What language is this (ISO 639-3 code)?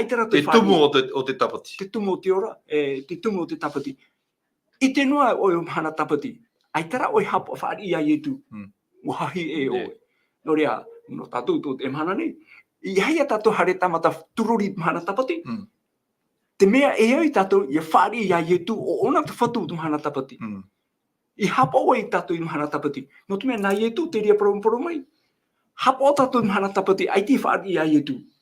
tah